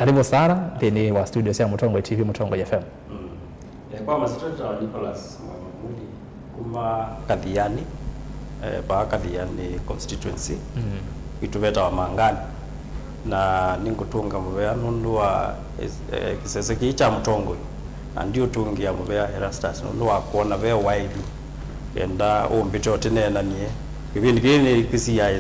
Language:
Kamba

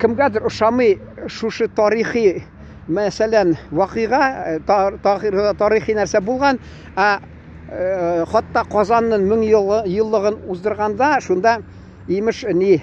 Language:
Tatar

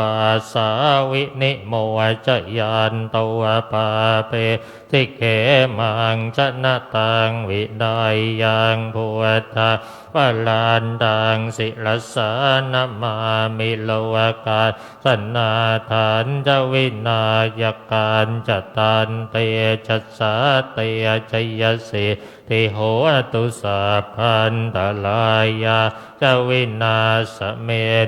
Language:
Pali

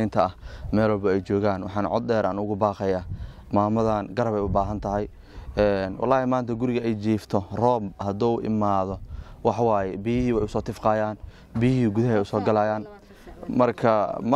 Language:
Somali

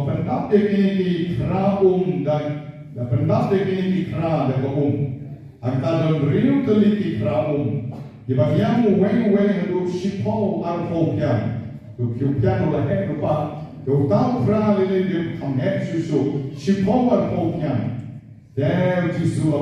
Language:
Khasi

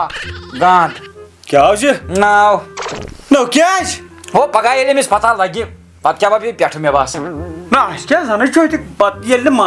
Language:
Kashmiri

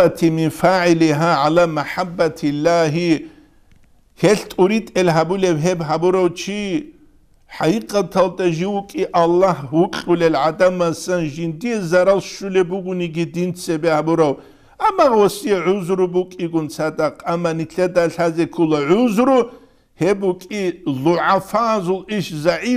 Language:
Avaric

